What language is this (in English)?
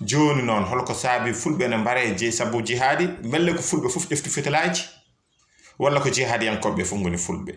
Fula